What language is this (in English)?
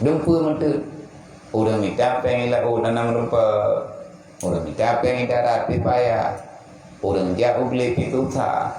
Achinese